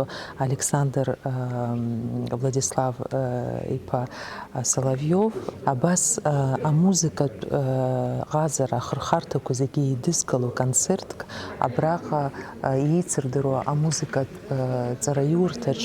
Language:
Abkhazian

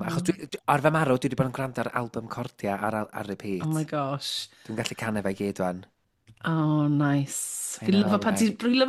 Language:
Welsh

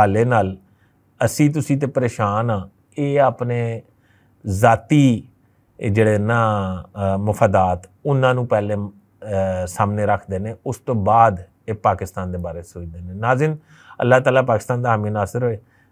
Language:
Western Panjabi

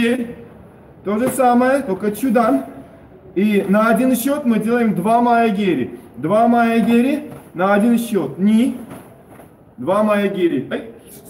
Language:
Russian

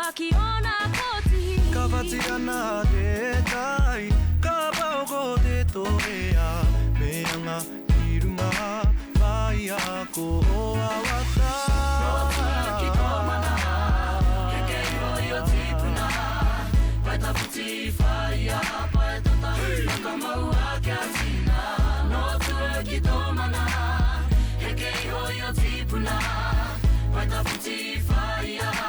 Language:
Māori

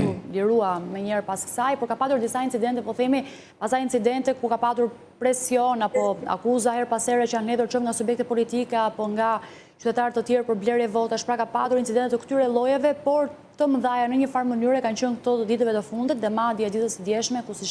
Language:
Albanian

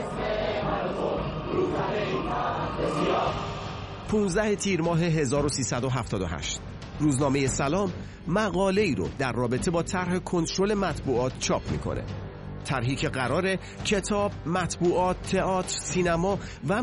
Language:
Persian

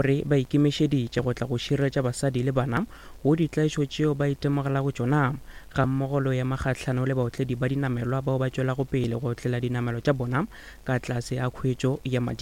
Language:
Northern Sotho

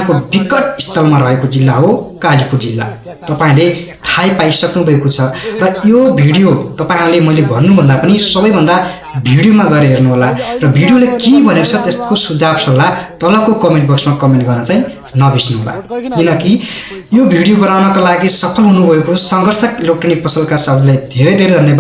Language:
Nepali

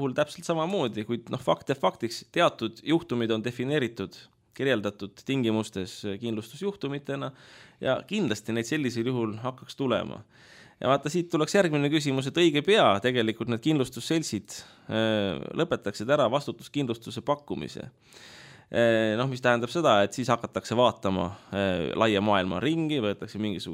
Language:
Estonian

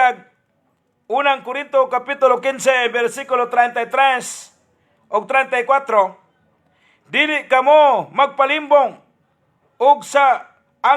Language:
Cebuano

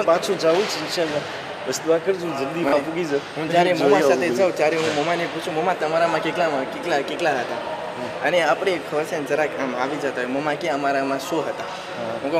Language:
Gujarati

